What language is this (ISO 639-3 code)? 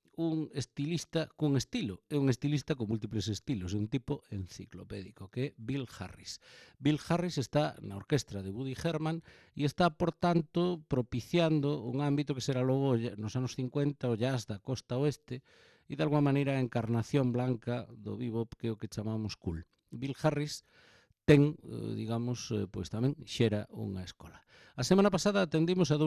glg